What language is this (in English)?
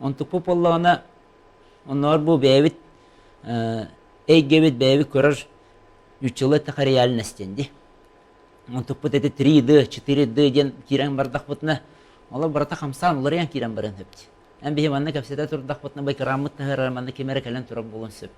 Yakut